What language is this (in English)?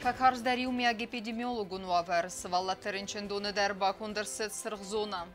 Ossetic